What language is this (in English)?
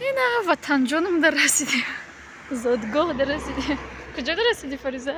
Tajik